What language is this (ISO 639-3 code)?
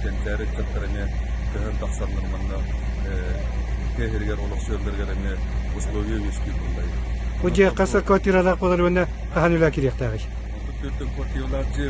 sah